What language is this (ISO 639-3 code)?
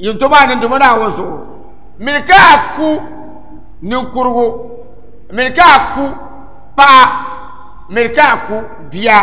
dag